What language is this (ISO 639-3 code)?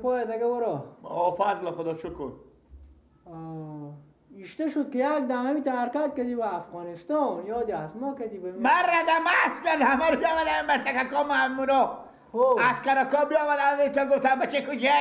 fas